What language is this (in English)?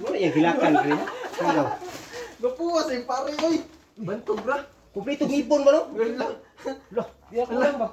Cebuano